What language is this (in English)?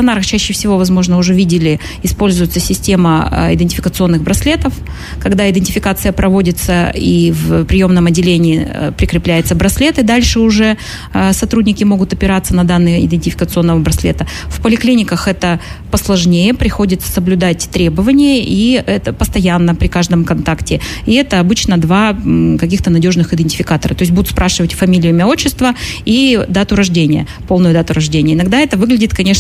Russian